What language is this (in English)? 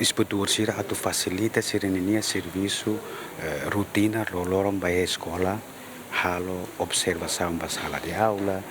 Tetum